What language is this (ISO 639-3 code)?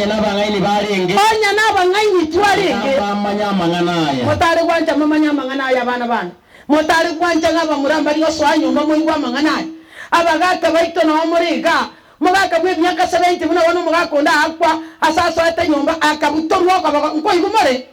guz